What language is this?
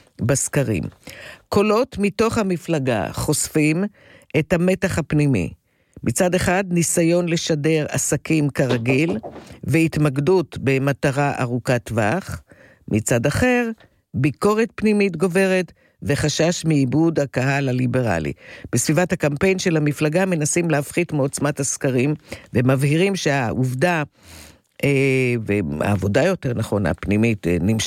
Hebrew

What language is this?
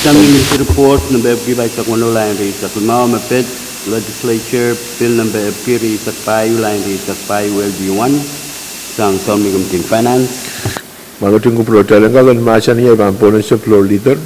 Pohnpeian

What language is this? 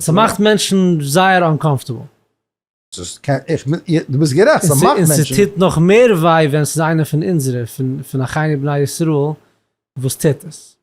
Yiddish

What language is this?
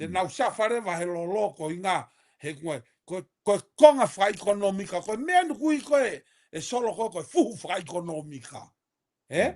Tongan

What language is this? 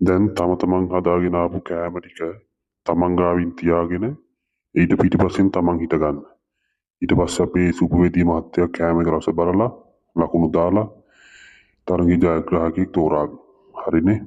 Sinhala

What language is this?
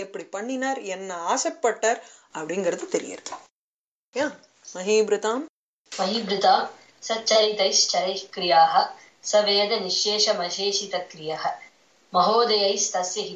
Tamil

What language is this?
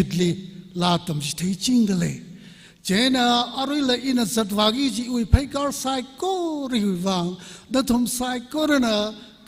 Tangkhul Naga (India)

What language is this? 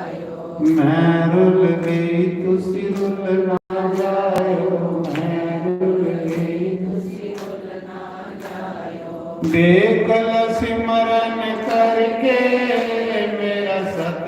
Dogri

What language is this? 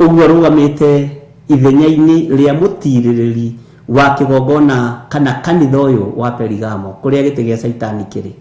Kikuyu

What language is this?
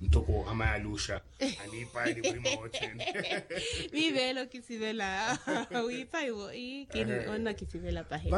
Makhuwa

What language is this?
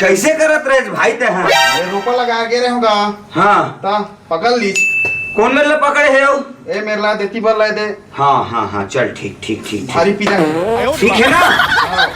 Chhattisgarhi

